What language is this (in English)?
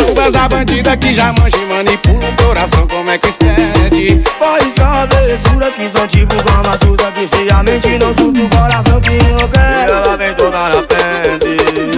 Portuguese